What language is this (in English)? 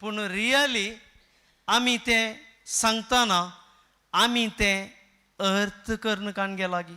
Konkani